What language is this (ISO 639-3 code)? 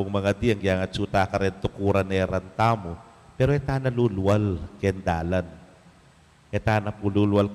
pam